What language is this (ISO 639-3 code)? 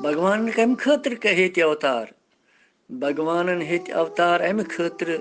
kas